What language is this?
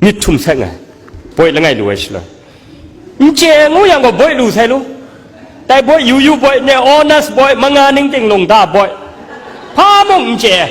Kachin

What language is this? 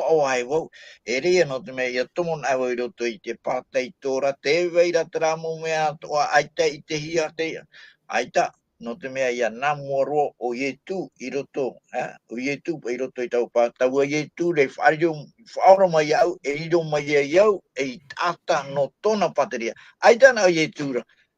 Tahitian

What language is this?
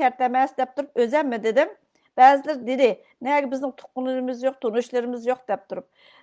Uyghur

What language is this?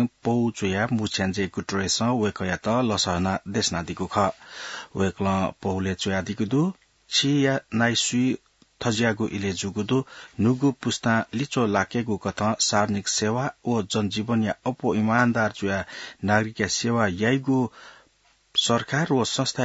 Newari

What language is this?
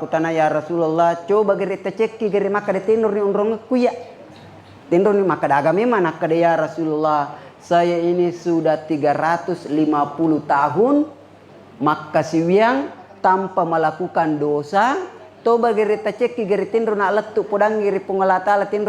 Buginese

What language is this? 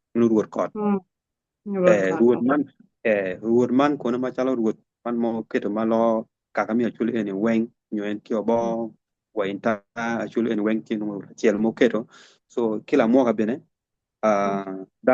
Acoli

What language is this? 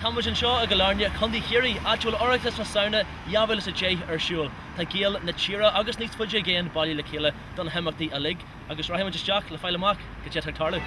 Irish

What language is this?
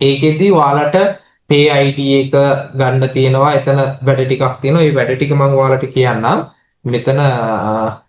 Sinhala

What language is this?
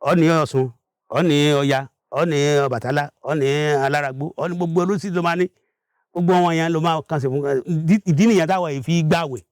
Yoruba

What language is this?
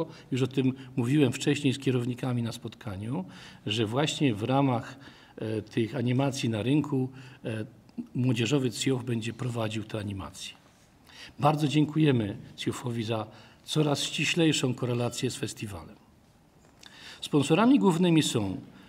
Polish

